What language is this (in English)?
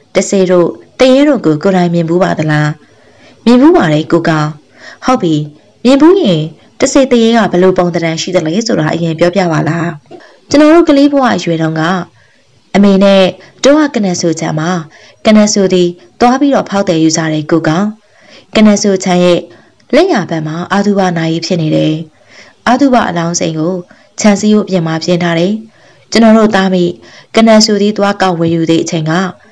Burmese